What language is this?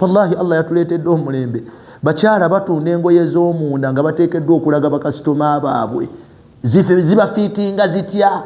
Ganda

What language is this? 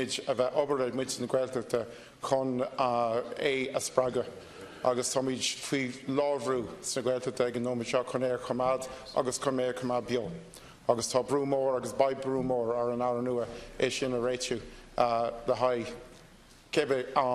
Irish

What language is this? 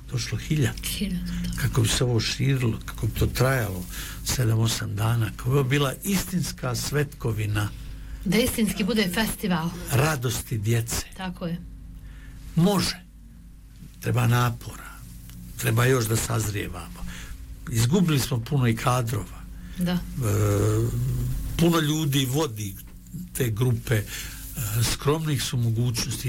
Bosnian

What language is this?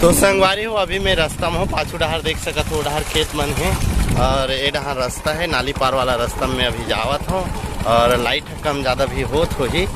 Chhattisgarhi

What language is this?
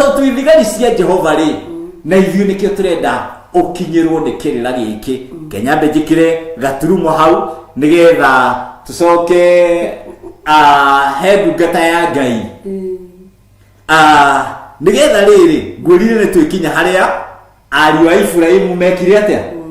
Kikuyu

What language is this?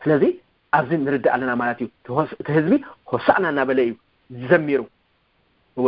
Tigrinya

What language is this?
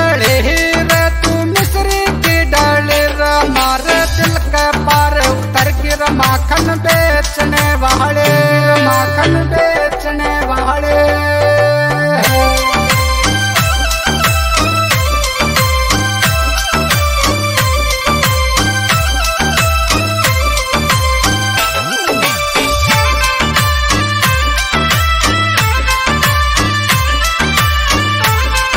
Hindi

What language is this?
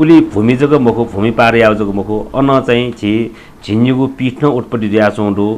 Newari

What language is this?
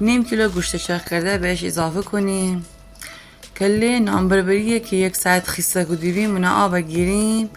Gilaki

